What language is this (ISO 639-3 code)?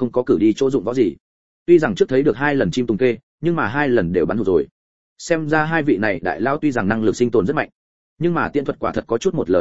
vie